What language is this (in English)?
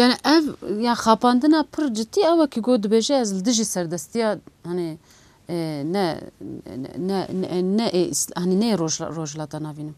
Kurdish